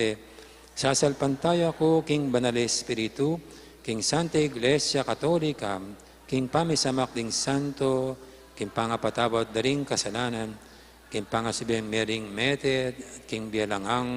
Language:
Pampanga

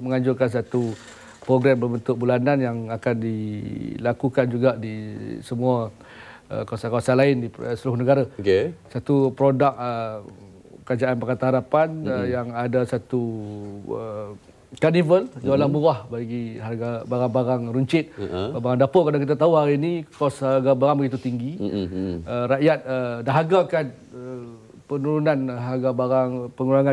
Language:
Malay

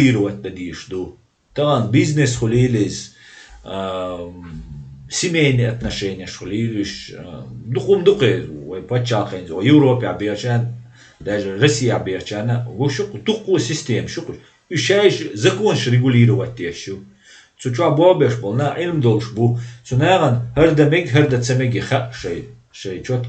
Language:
Chechen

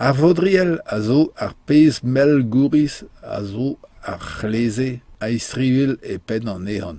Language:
Breton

